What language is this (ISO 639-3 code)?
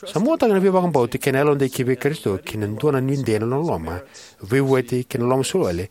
fij